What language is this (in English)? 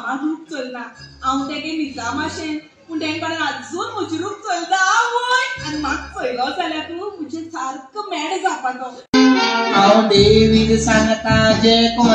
Konkani